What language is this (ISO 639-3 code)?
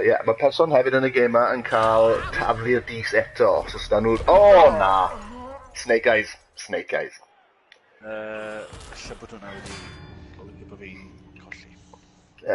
cym